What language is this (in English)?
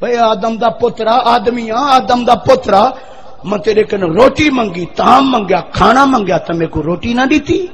Saraiki